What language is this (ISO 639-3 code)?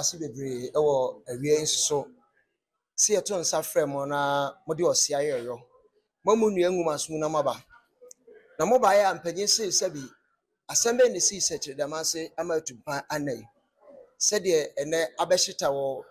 aka